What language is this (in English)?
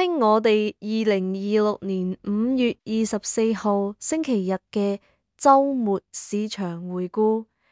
Cantonese